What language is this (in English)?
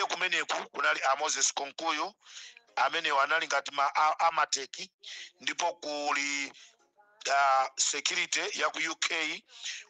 Nyanja